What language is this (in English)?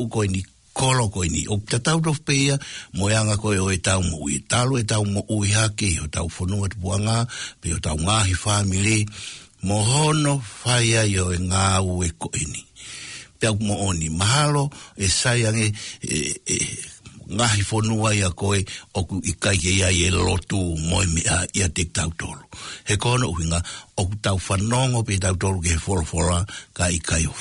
Tongan